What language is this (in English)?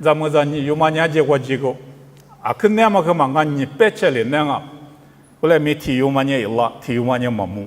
Lisu